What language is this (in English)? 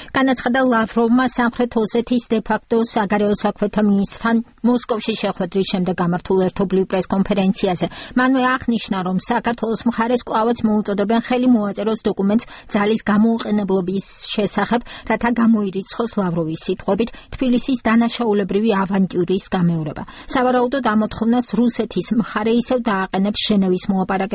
Georgian